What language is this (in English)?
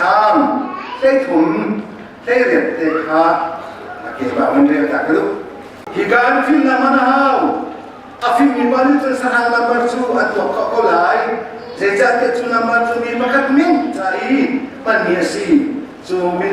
Hakha Chin